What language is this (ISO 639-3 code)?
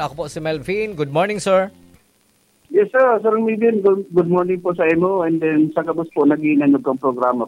bik